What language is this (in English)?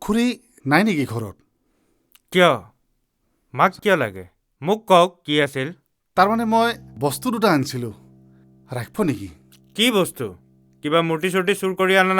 Assamese